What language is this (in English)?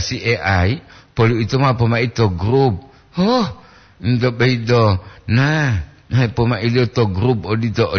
Gorontalo